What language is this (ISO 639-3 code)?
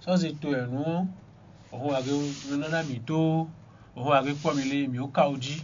fon